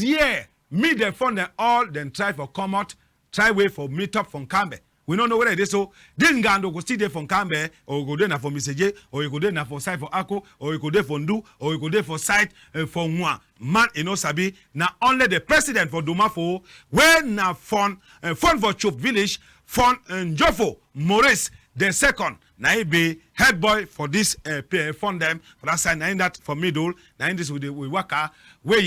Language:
Cameroon Pidgin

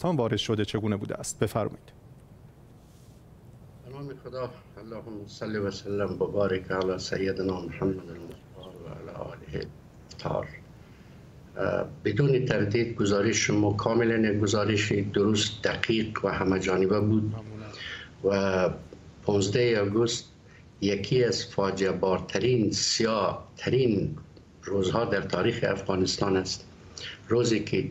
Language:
Persian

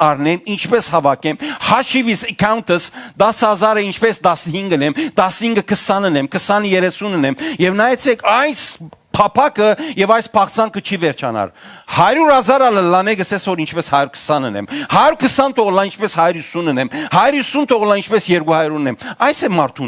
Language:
Western Armenian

